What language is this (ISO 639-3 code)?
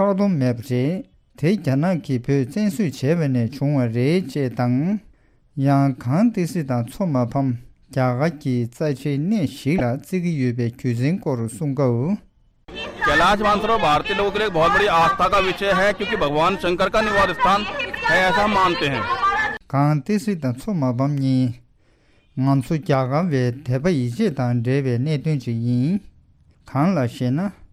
bod